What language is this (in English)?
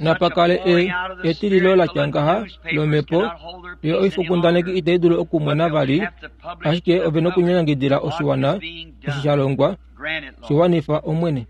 Kuanyama